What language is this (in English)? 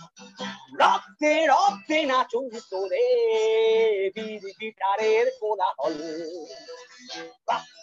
Bangla